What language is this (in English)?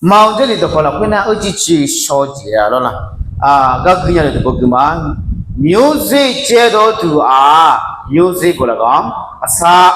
Akha